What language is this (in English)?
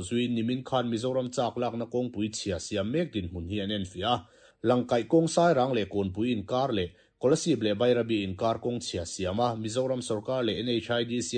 Mizo